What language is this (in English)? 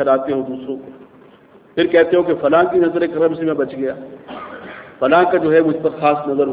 Urdu